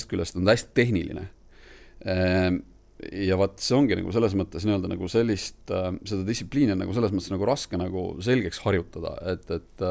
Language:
Estonian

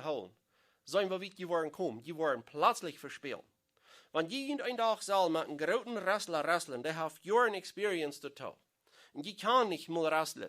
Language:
Plautdietsch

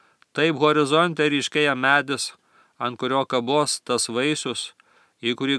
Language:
Lithuanian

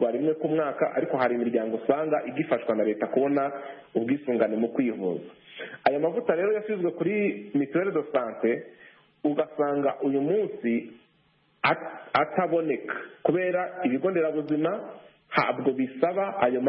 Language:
Kinyarwanda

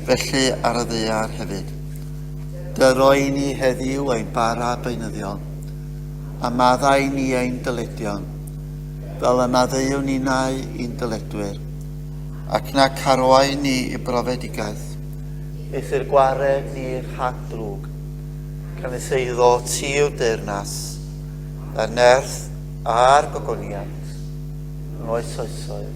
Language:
Welsh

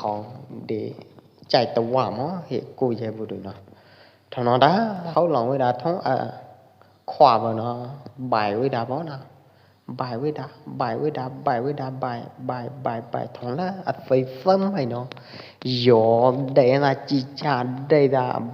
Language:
Pwo Eastern Karen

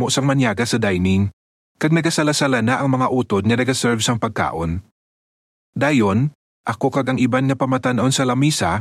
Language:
Hiligaynon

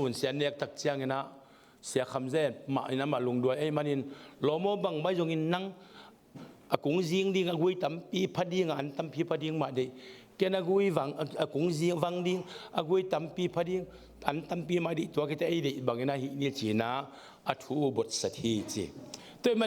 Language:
Tedim Chin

